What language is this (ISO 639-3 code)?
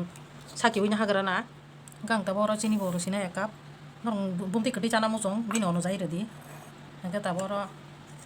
trp